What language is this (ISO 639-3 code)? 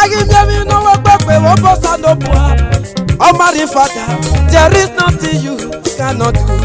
ish